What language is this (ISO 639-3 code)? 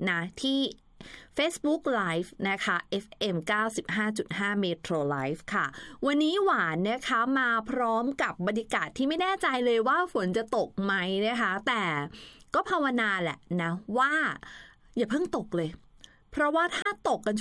tha